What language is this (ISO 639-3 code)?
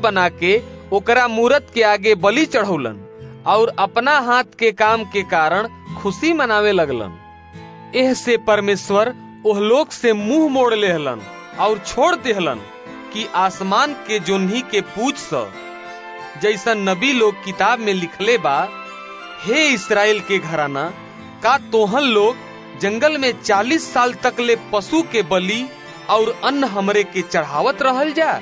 bho